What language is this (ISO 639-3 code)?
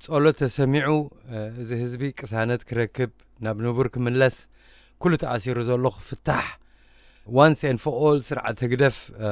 tir